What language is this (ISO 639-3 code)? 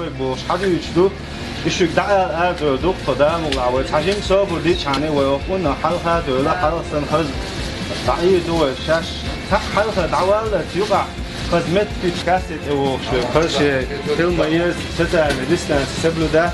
che